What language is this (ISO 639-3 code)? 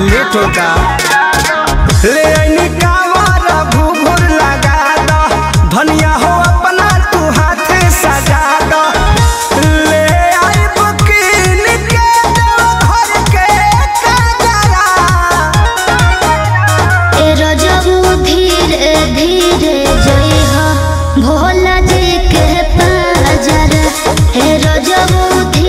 bho